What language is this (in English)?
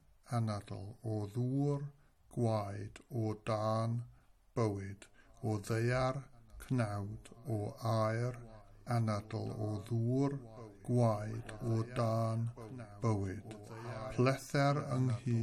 Welsh